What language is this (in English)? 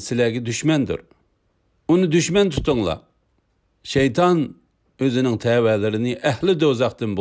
Uyghur